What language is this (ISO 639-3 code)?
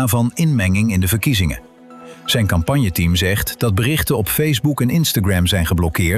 nld